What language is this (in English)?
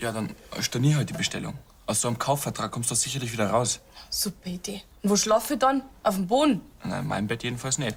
Bavarian